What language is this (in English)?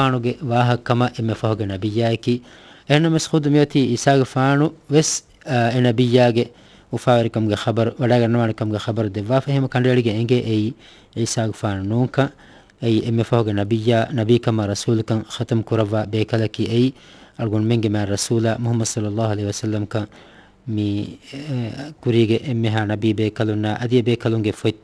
Divehi